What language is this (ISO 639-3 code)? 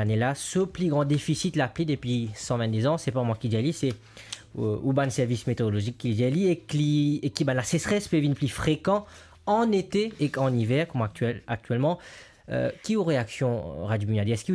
mfe